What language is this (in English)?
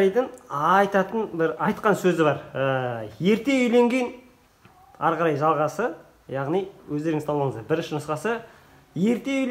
Kazakh